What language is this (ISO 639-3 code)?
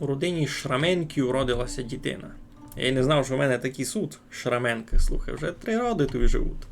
rue